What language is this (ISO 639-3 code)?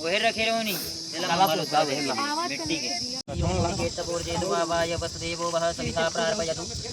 hne